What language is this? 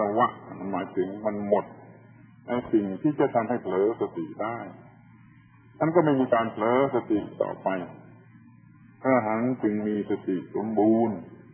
Thai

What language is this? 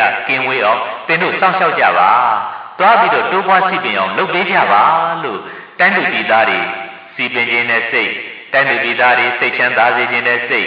Burmese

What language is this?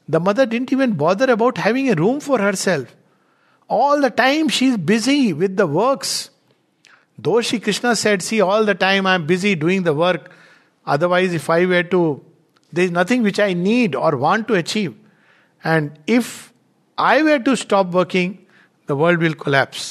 English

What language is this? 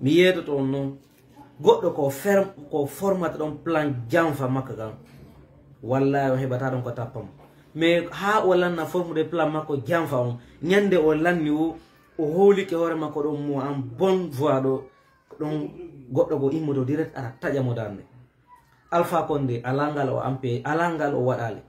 Fula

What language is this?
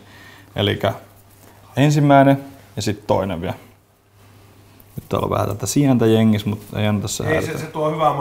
Finnish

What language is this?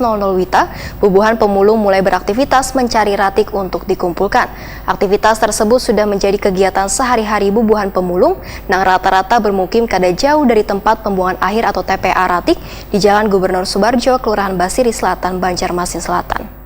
Banjar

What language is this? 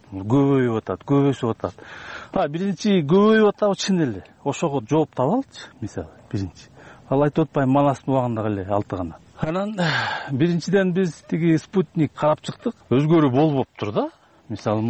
Kyrgyz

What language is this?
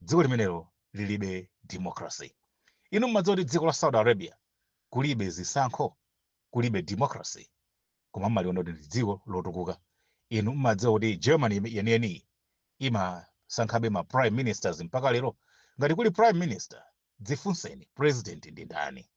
Nyanja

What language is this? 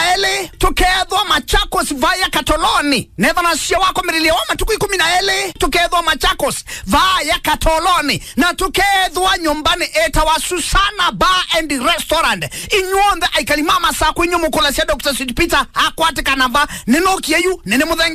Kamba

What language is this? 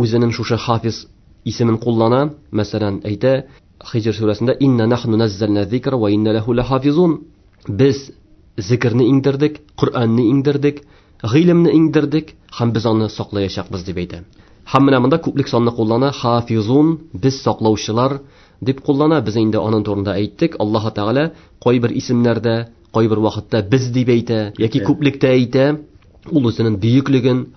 Tatar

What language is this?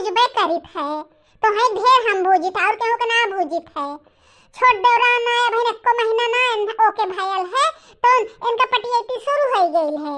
Bhojpuri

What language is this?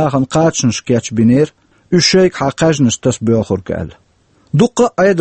Chechen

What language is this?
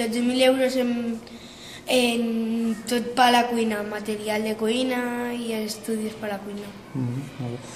Catalan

